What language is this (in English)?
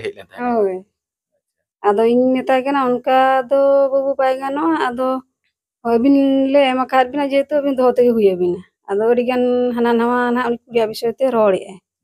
Santali